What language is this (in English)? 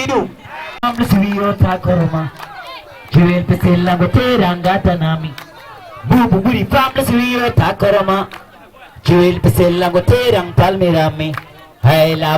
Fula